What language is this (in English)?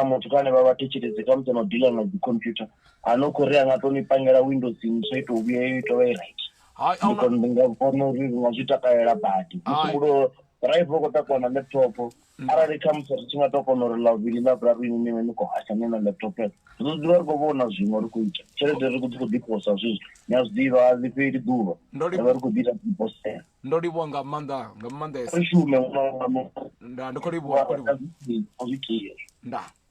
Venda